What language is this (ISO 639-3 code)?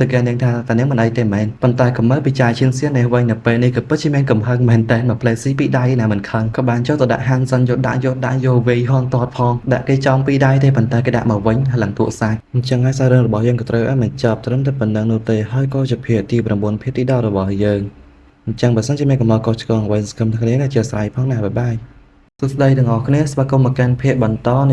khm